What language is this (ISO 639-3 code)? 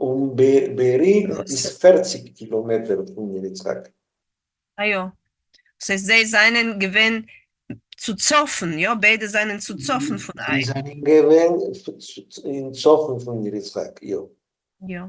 yid